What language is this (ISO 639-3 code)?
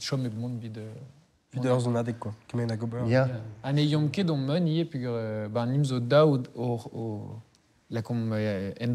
bre